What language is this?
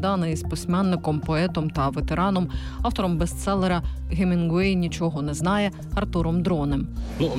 Ukrainian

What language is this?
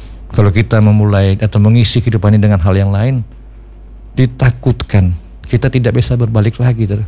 Indonesian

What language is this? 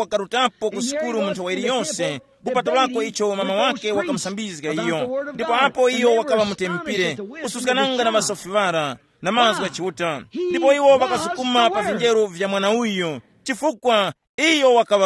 Tumbuka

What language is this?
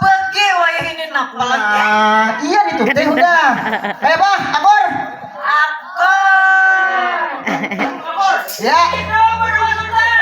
Banjar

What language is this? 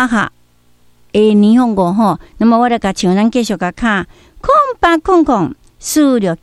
Min Nan Chinese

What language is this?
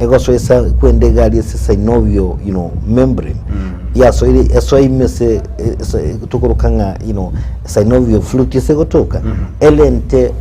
Gusii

